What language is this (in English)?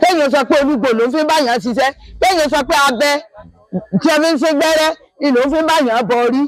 Yoruba